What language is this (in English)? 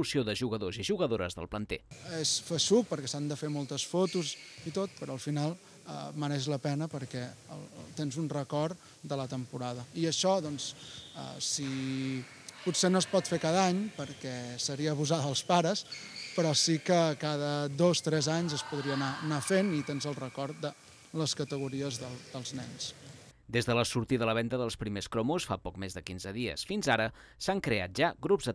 Catalan